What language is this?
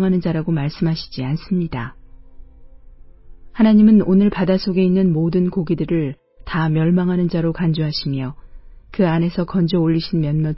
Korean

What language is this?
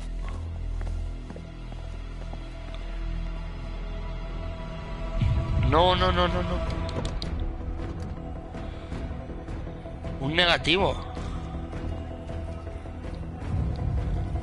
Spanish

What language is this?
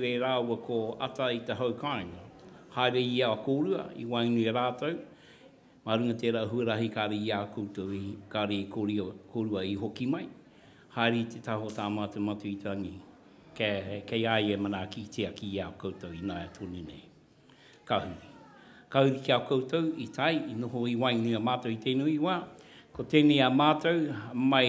Māori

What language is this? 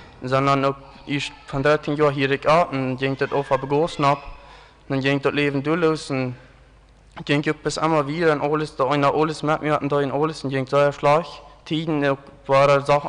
Plautdietsch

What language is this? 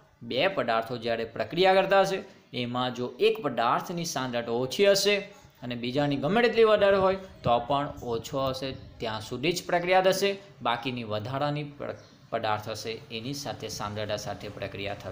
Gujarati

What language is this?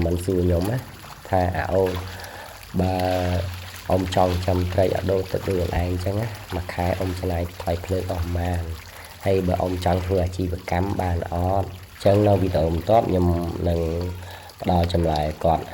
Khmer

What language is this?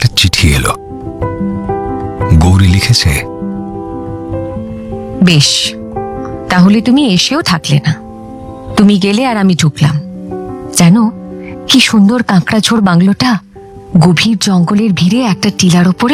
Bangla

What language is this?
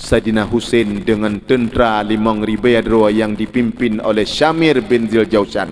Achinese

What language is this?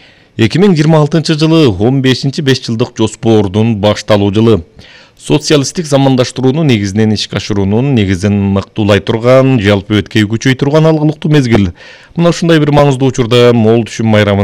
Kyrgyz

